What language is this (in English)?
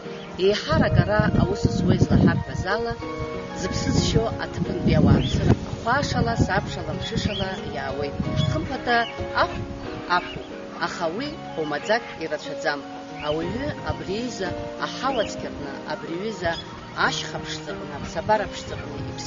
Abkhazian